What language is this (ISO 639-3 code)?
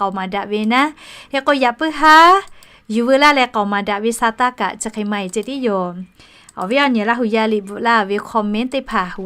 lhu